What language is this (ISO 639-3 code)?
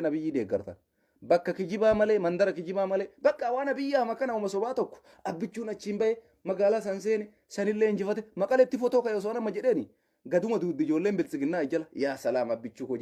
orm